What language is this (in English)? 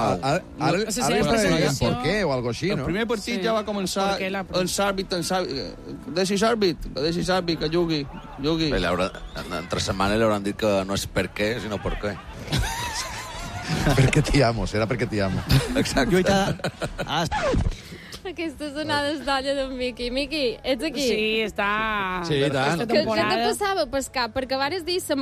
Catalan